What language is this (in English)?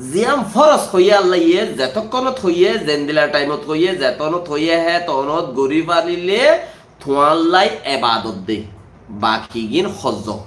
Rohingya